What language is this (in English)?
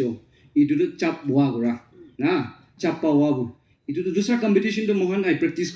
Naga Pidgin